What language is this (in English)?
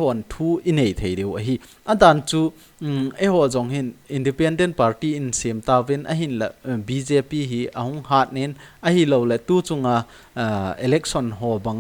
Thado Chin